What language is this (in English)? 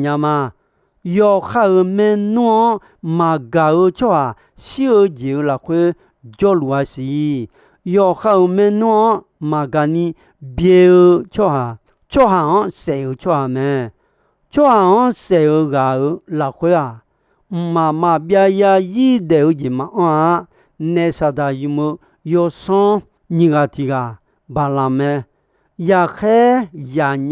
Akha